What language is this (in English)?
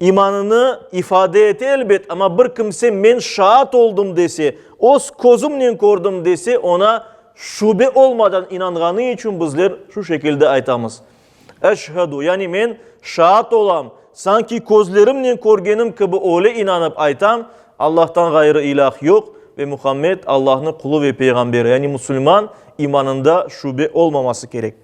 Crimean Tatar